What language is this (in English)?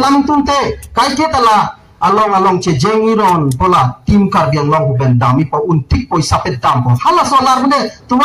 Karbi